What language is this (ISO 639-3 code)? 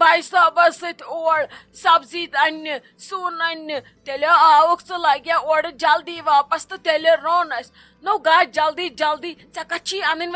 kas